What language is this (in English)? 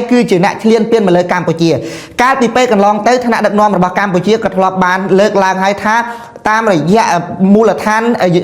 Khmer